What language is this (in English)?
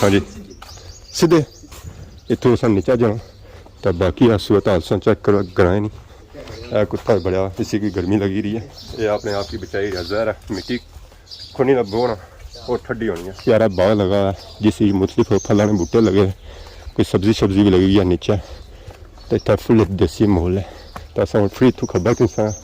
Pahari-Potwari